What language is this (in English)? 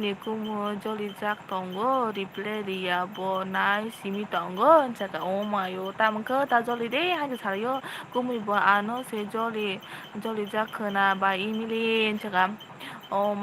Kok Borok